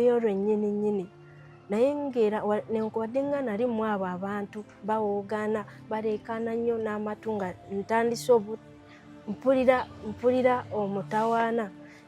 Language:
Ganda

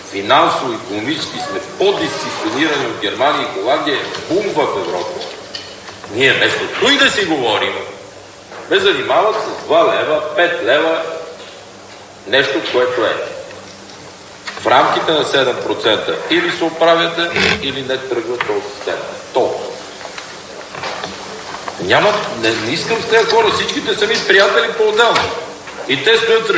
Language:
Bulgarian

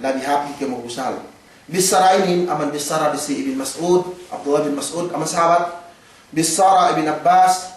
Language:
Yakan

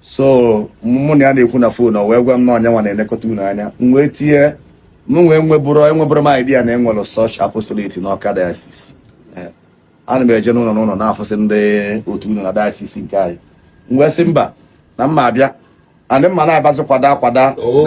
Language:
Igbo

